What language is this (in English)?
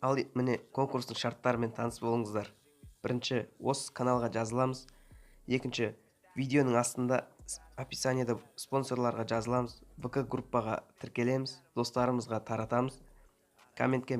Kazakh